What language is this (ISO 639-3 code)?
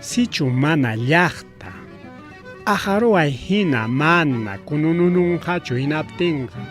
quy